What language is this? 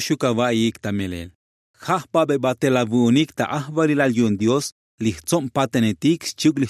Tzotzil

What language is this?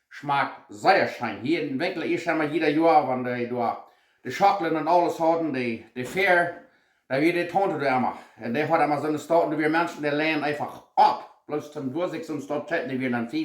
Plautdietsch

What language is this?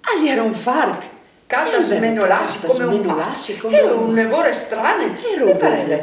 Friulian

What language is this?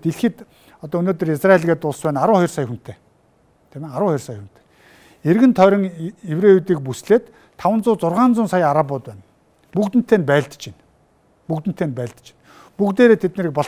Mongolian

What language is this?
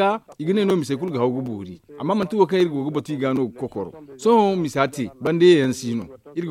Zarma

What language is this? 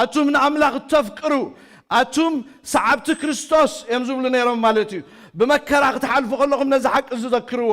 Tigrinya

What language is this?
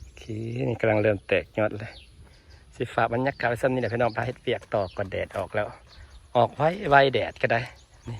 Northeastern Thai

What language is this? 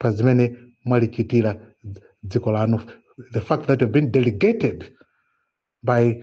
Nyanja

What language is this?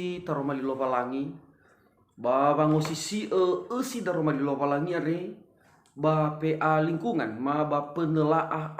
Nias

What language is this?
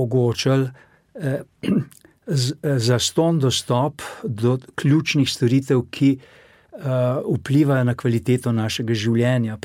Slovenian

